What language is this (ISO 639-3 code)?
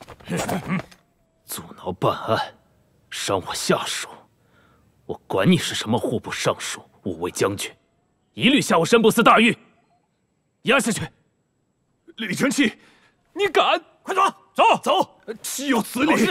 zho